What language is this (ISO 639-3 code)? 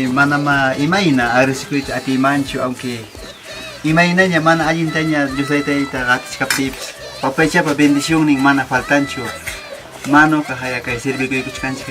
quy